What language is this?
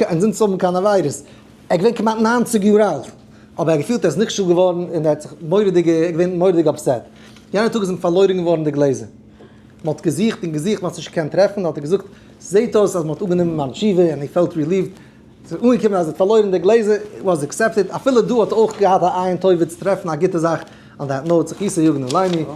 Yiddish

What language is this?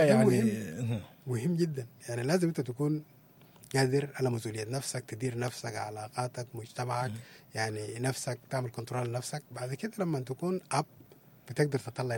Sudanese Arabic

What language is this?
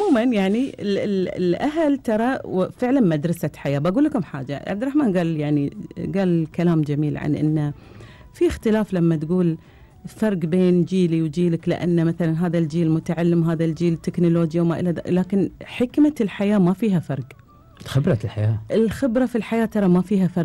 Gulf Arabic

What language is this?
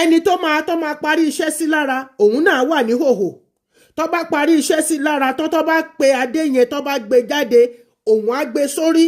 Yoruba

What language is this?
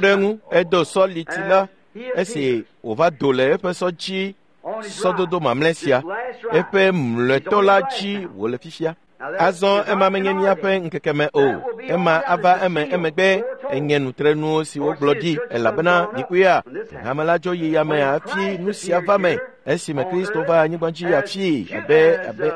Ewe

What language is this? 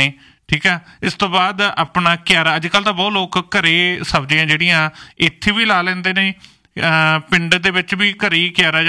Punjabi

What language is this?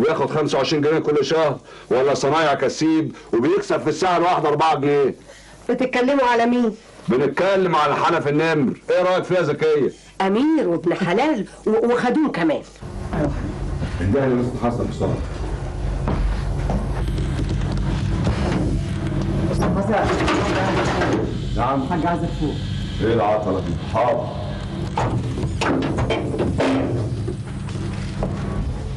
Egyptian Arabic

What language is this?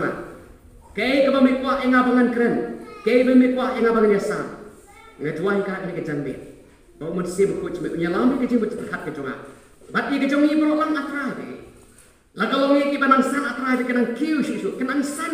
Khasi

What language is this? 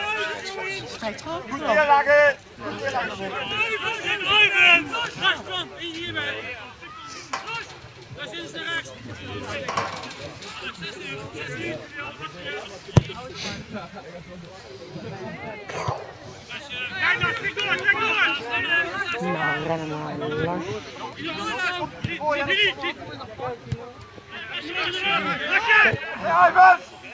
Dutch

